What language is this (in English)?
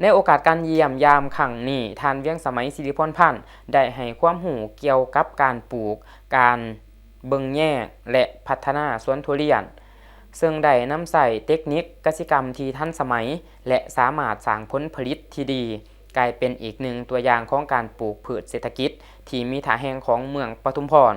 Lao